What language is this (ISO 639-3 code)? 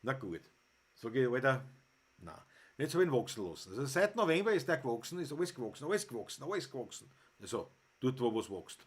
bar